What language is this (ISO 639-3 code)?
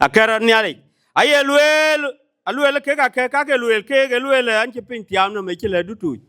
din